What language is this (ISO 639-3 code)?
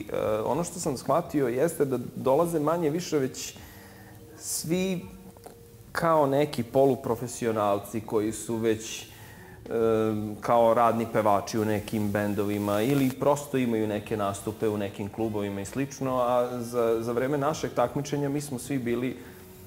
srp